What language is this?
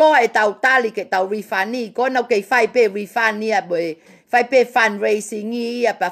Tongan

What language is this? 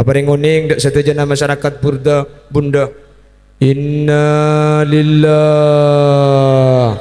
Madurese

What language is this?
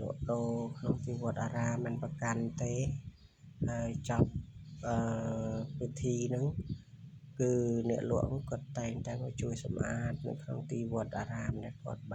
Khmer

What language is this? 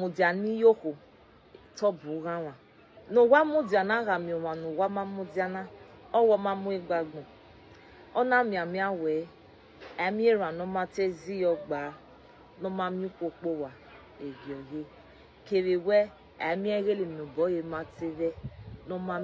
Bini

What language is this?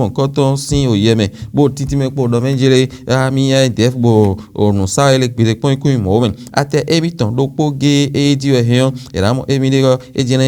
Fon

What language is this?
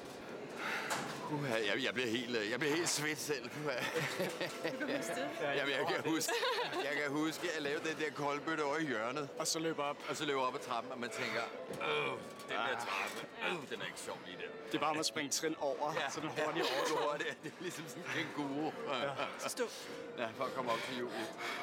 Danish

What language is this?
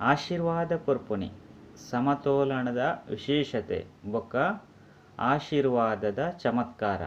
Tulu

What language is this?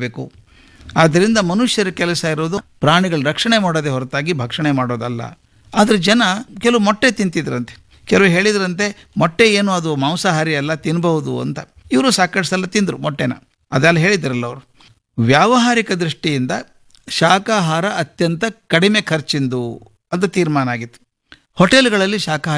Kannada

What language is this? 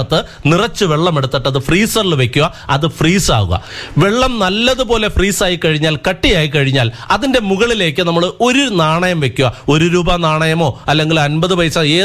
Malayalam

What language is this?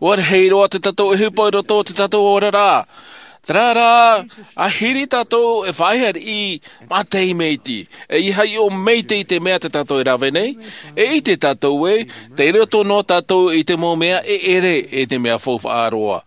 Tahitian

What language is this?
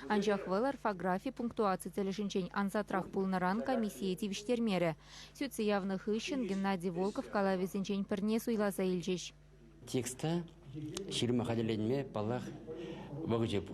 Chuvash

